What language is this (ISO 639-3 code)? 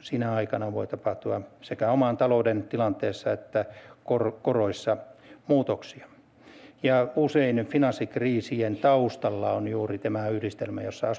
fin